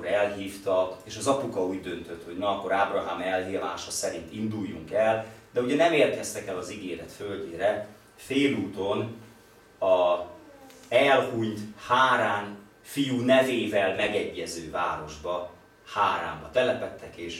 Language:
Hungarian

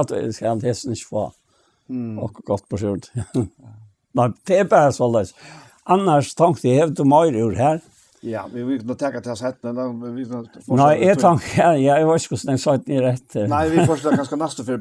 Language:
Faroese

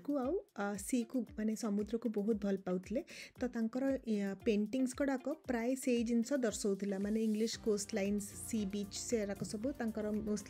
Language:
Odia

